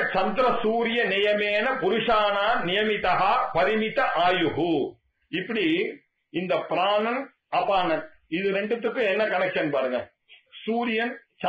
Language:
Tamil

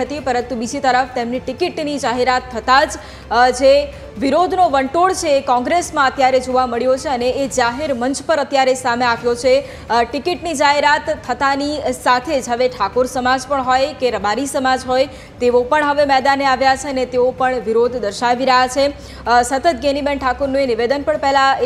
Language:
Gujarati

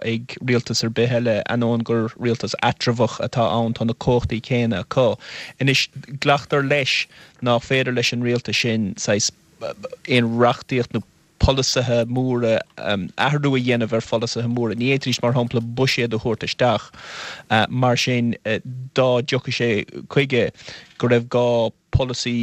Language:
Irish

